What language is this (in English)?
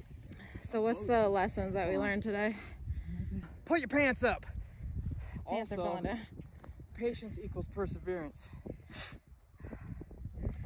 English